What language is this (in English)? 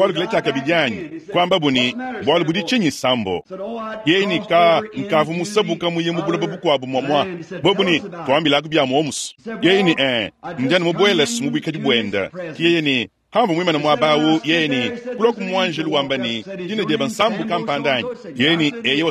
Luba-Lulua